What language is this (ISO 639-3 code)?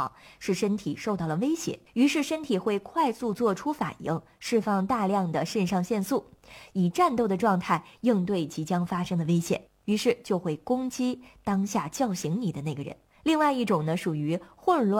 zho